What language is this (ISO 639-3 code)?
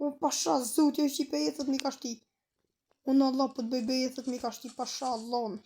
sqi